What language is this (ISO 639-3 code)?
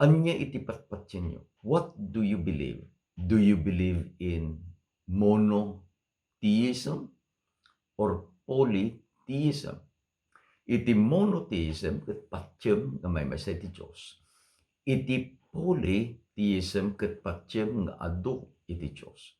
ilo